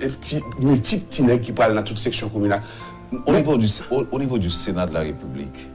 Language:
Haitian Creole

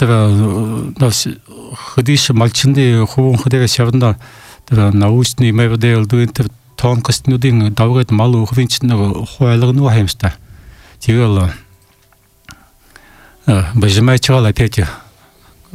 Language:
Buriat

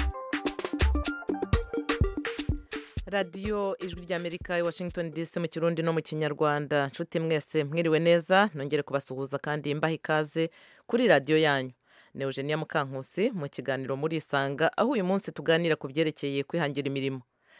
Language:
Kinyarwanda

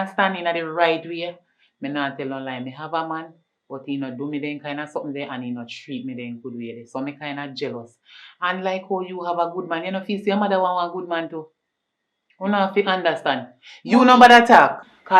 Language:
Jamaican Creole English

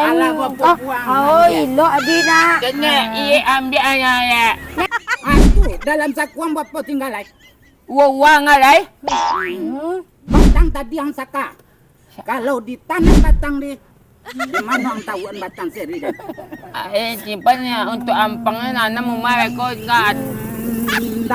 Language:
Minangkabau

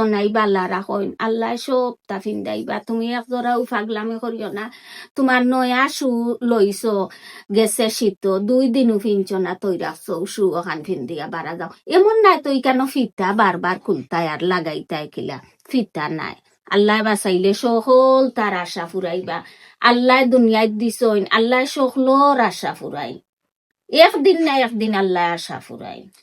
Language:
Sylheti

